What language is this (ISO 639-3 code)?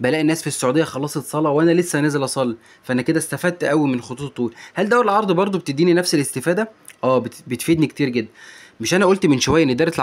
arz